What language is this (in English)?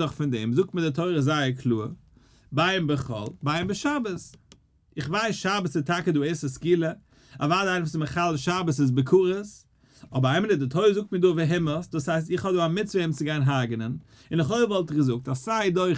Yiddish